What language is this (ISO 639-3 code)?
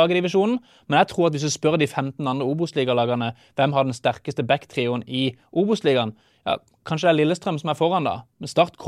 nor